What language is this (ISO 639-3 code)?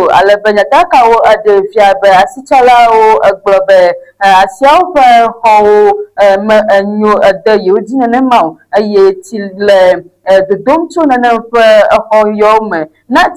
ewe